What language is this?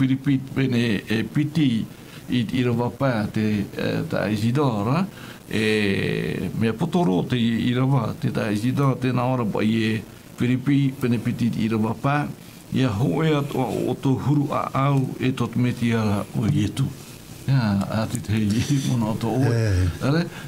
Tahitian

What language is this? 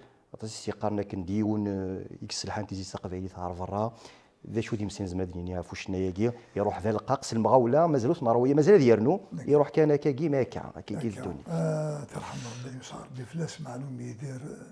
Kabyle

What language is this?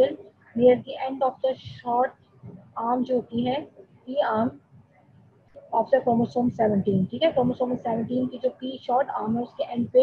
Hindi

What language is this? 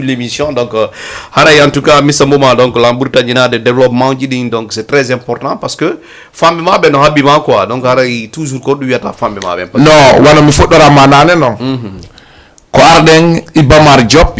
Fula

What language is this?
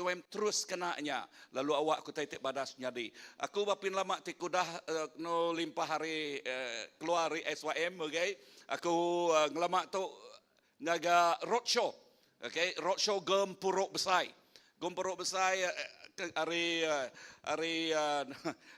Iban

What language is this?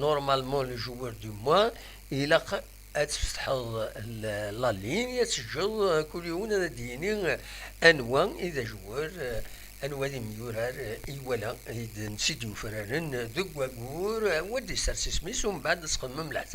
Kabyle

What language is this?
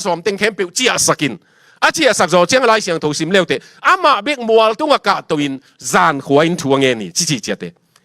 Tedim Chin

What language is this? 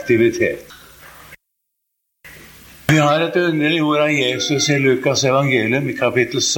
Norwegian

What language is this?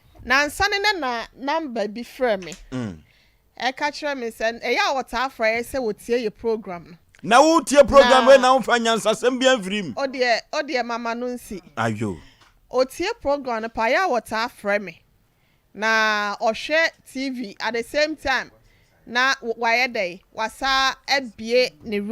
Akan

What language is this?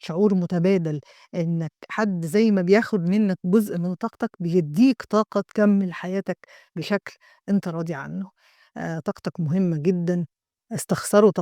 Egyptian Arabic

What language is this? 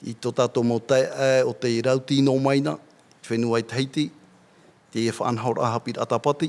Tahitian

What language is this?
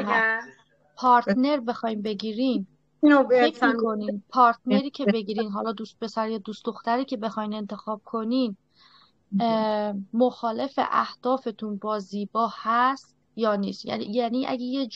Persian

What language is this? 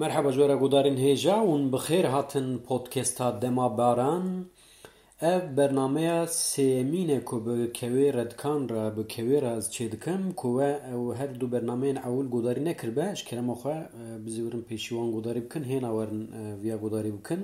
Kurdish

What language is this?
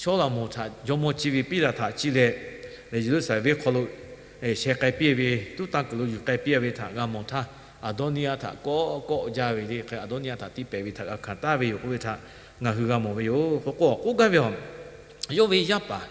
Lahu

